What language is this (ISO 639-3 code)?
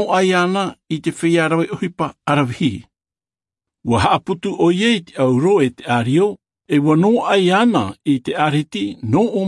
tah